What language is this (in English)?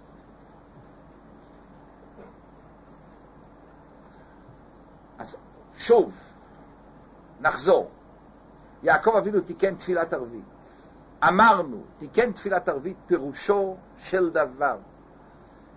Hebrew